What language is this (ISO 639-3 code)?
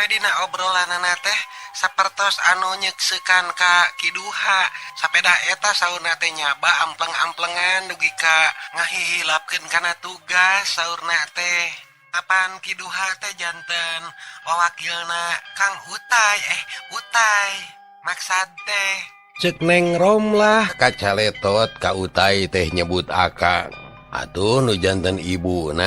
sun